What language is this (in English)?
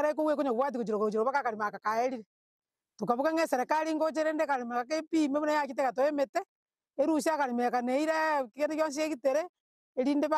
Gusii